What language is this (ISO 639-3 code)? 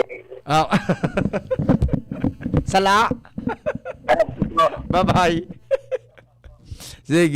bik